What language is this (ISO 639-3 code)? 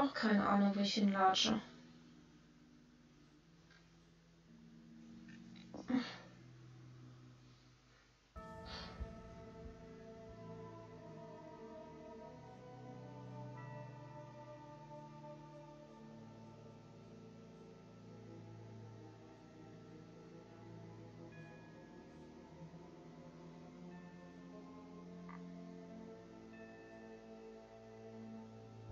deu